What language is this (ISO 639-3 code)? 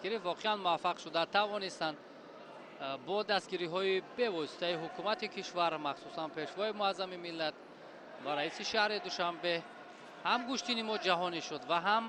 tgk